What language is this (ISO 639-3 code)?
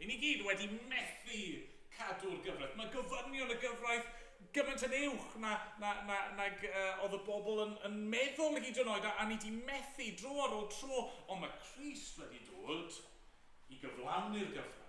cym